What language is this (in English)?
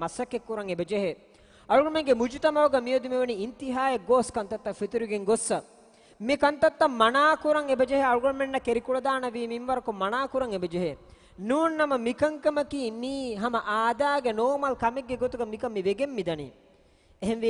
Divehi